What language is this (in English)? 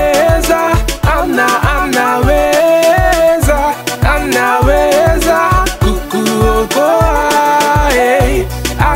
Swahili